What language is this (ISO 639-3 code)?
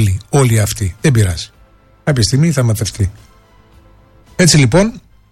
ell